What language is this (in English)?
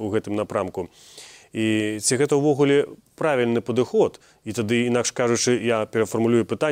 Belarusian